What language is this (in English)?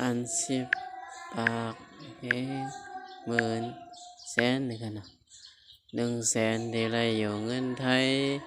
Shan